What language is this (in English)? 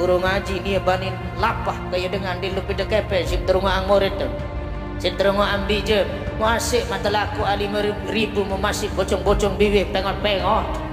Sasak